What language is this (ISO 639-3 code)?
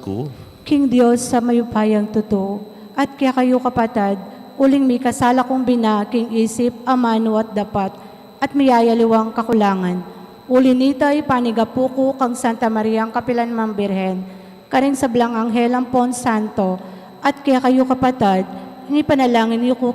pam